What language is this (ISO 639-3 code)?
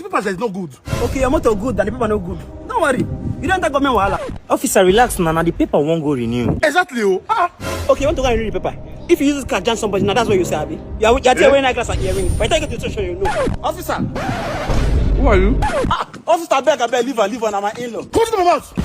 pcm